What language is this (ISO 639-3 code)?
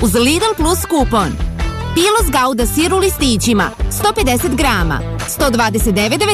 srp